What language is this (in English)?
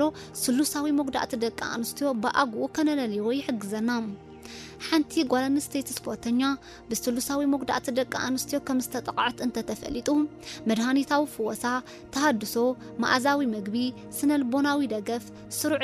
Tigrinya